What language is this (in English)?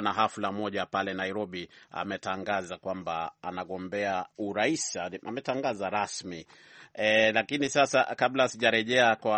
Swahili